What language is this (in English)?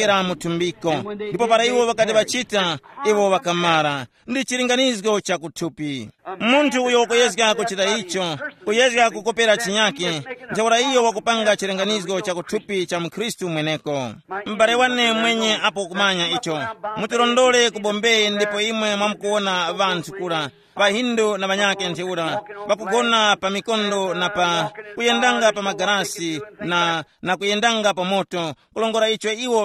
Tumbuka